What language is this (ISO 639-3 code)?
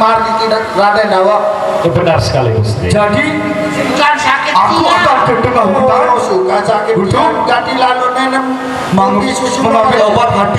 sas